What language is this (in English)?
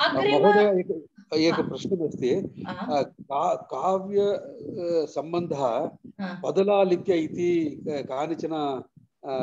Sanskrit